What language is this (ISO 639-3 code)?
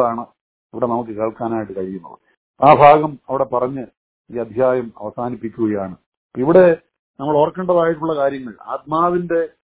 mal